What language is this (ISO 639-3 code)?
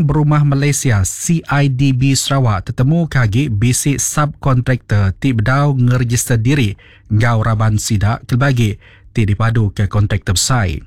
iba